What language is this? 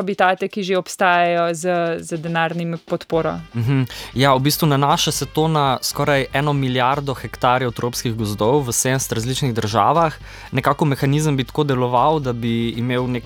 Slovenian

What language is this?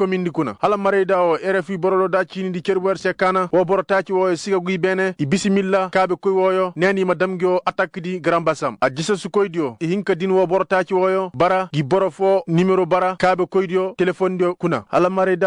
Koyraboro Senni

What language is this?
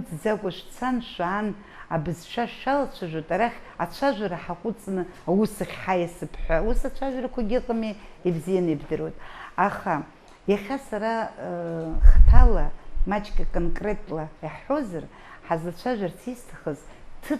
Abkhazian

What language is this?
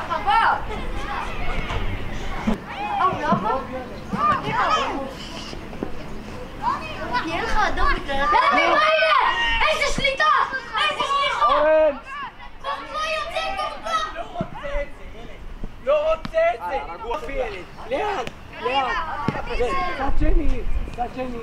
Hebrew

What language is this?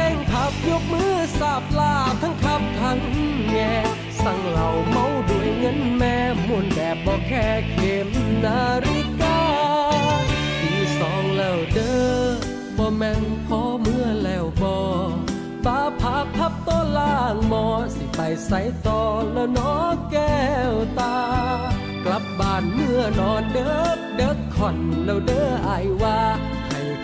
Thai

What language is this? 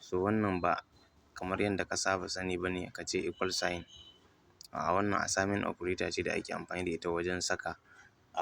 Hausa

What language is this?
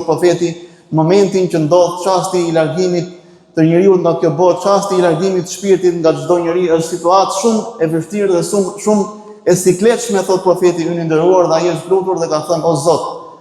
Albanian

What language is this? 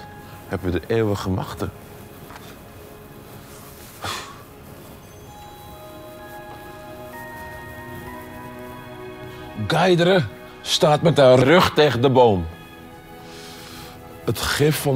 Dutch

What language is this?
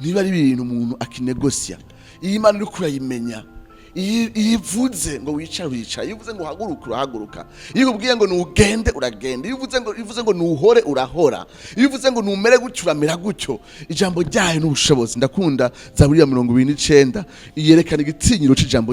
Rundi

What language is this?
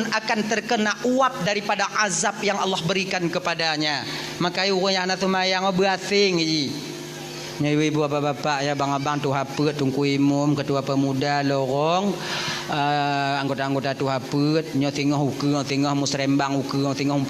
Achinese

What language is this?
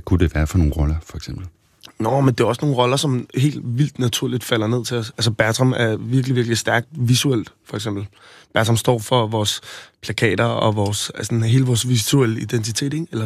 Danish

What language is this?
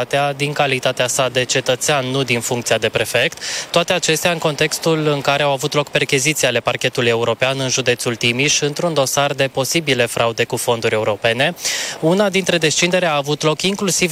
Romanian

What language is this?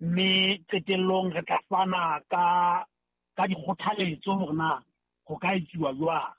Southern Sotho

